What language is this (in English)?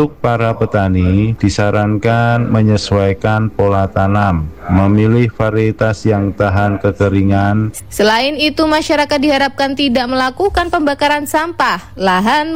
Indonesian